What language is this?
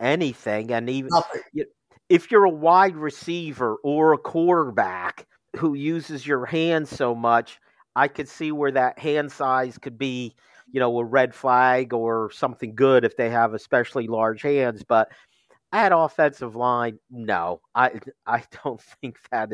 English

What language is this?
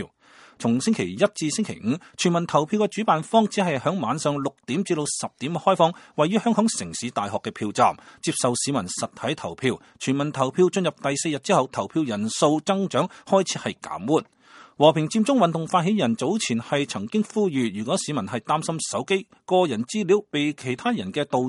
Cantonese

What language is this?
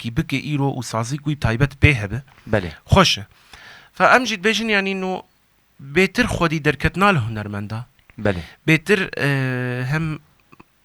Kurdish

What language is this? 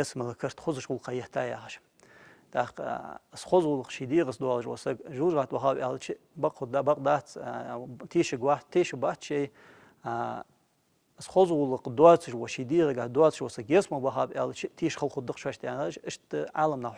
Ingush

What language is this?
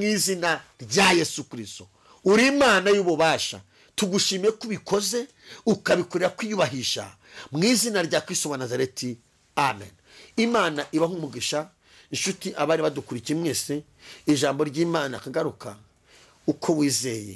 Kinyarwanda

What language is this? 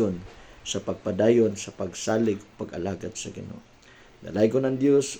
Cebuano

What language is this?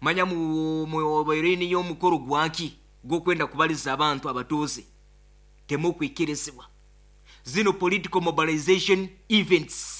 Nyoro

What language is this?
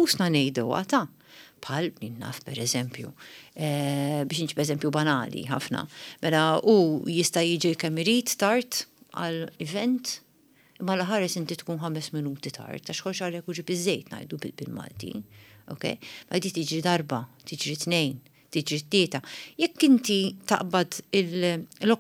Maltese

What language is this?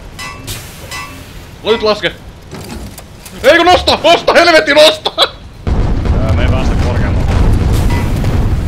Finnish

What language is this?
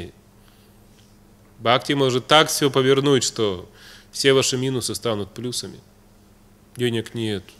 Russian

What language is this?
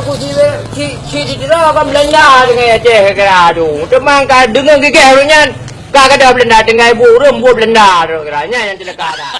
Achinese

